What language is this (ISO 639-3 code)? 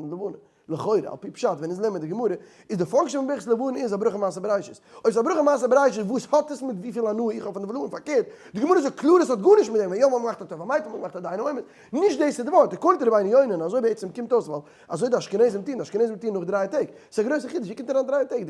yid